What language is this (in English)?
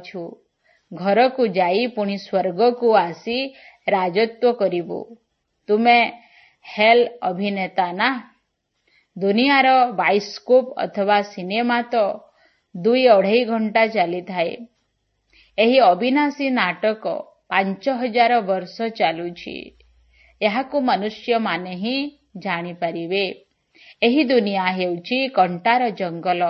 Odia